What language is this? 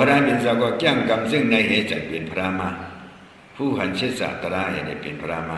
Shan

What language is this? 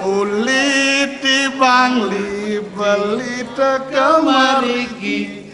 Balinese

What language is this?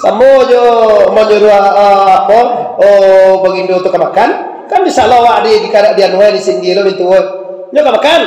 Minangkabau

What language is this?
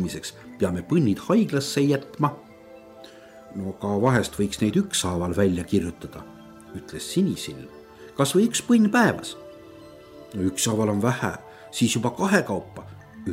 Estonian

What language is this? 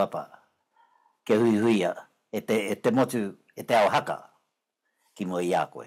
Māori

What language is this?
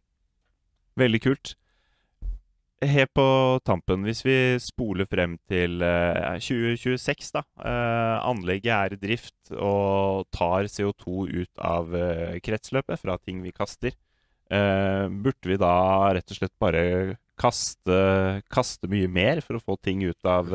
Norwegian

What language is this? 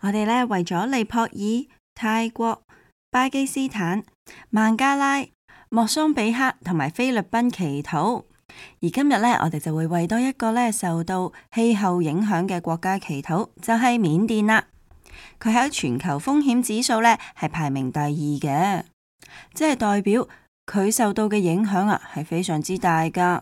Cantonese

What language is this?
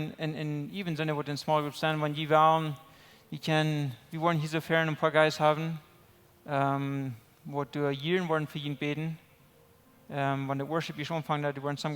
Plautdietsch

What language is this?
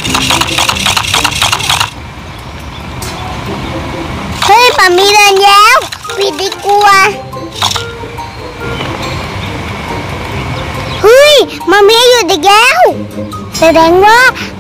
Thai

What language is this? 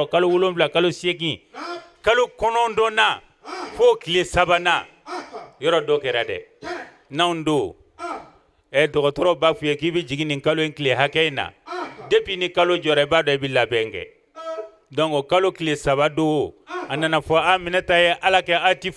Bambara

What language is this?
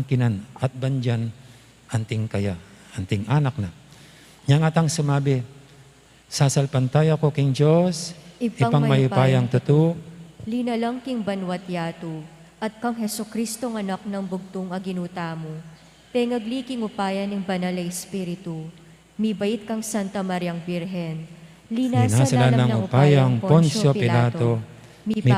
Pampanga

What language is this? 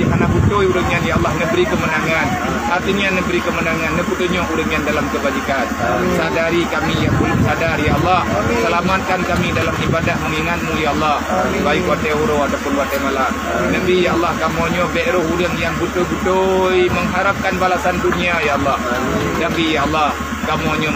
Achinese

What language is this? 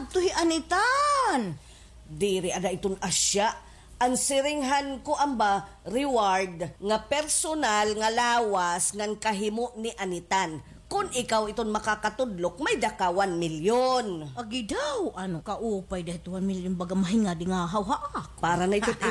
Waray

